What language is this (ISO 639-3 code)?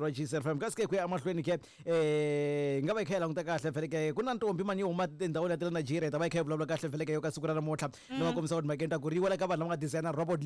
tso